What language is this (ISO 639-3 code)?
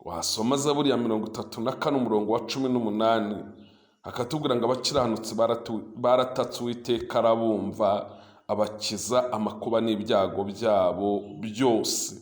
kin